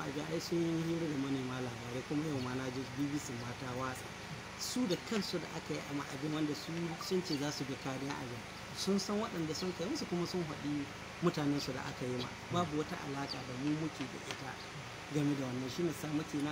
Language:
Hausa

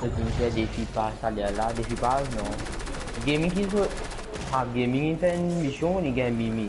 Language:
Morisyen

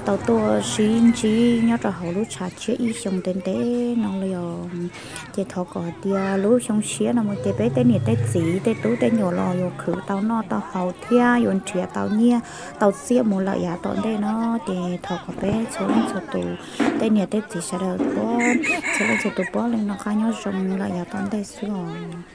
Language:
Hmong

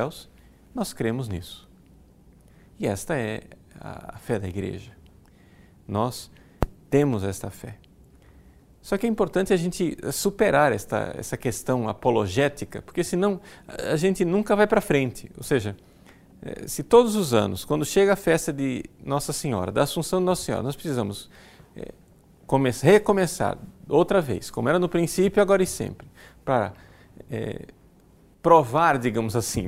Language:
Portuguese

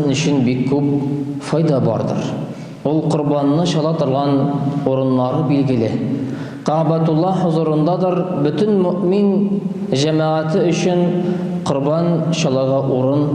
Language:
Tatar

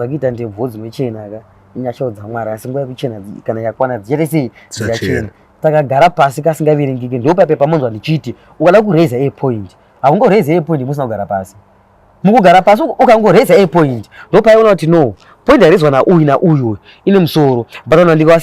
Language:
Shona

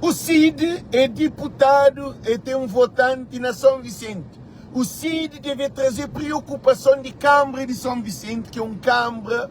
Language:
Kabuverdianu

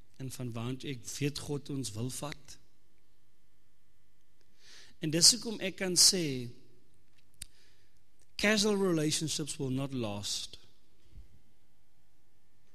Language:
Afrikaans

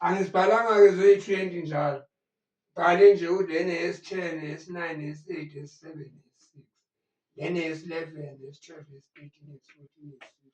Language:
Zulu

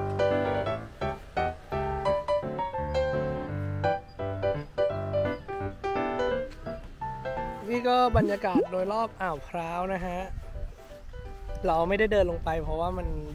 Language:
Thai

